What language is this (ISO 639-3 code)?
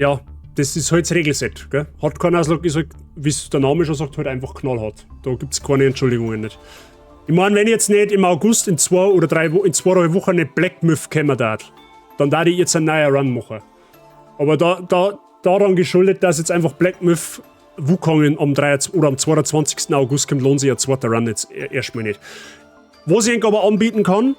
bar